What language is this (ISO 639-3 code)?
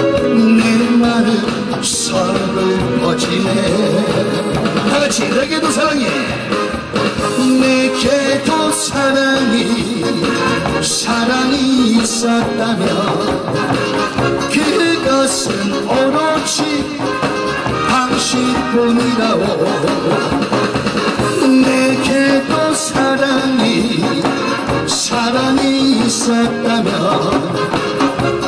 kor